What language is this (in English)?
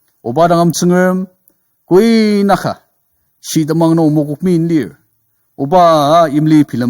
Ao Naga